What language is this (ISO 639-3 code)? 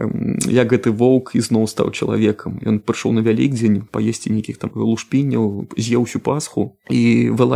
bel